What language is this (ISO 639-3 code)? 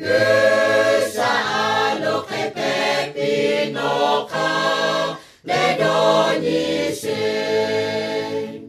lhu